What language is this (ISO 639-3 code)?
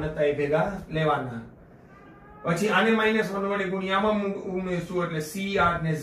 guj